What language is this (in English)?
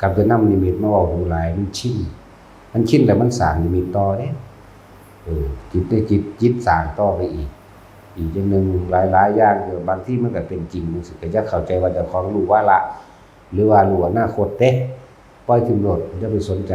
Northeastern Thai